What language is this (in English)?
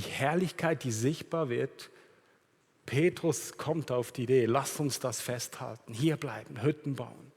Swiss German